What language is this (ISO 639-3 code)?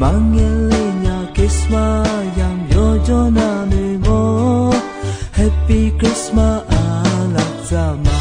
ahk